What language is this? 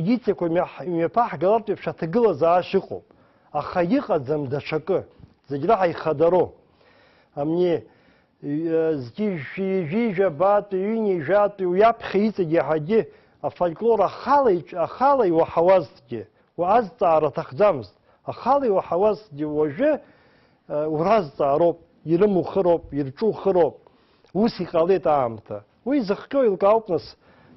Abkhazian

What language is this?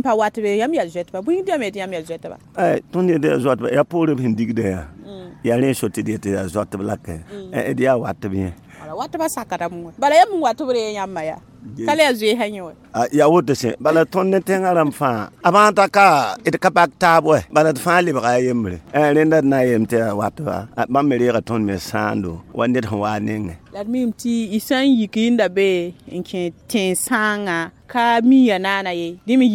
Mossi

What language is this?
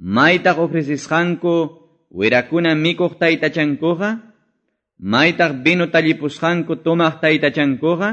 Quechua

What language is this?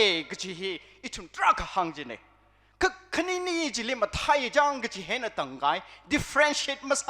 Tangkhul Naga (India)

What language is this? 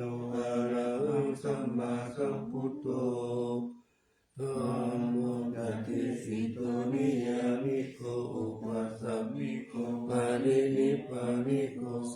Pali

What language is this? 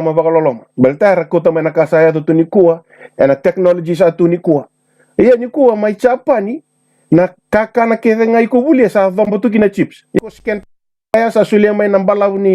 Fijian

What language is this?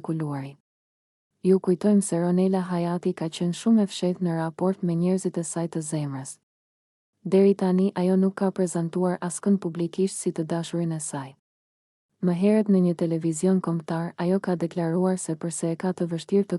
Albanian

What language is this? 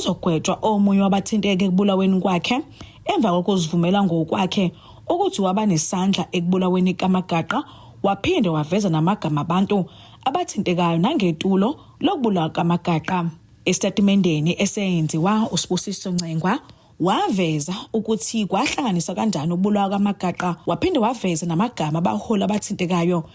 Zulu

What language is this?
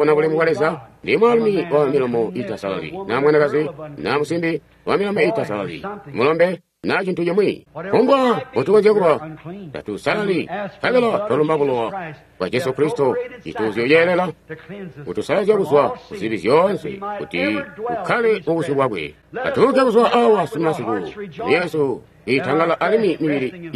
Tonga (Zambia)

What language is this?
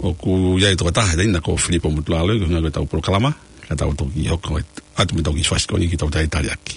Tongan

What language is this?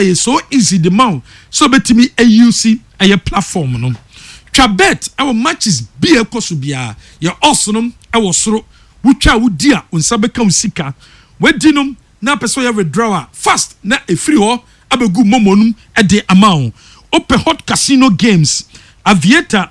Akan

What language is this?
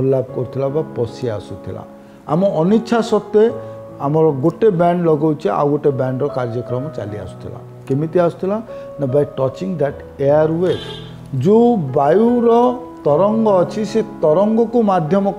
Odia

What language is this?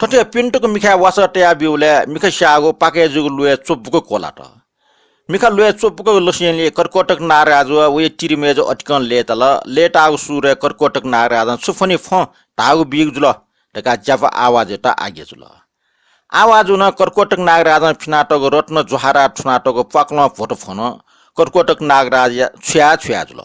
Newari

